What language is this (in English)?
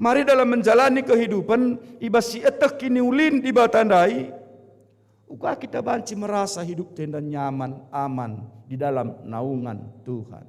Batak Karo